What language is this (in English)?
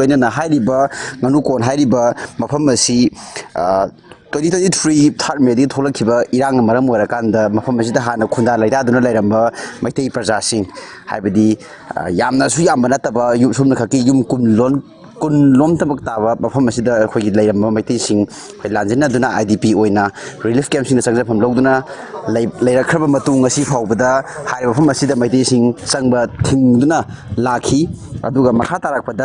Manipuri